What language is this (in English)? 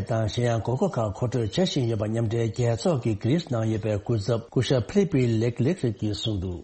Tibetan